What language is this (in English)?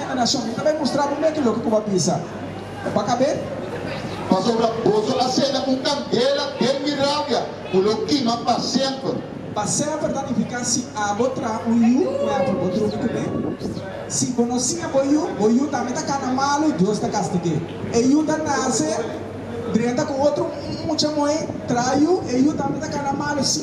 Papiamento